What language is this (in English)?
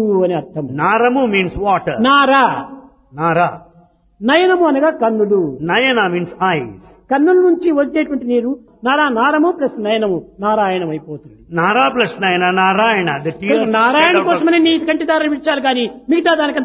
Telugu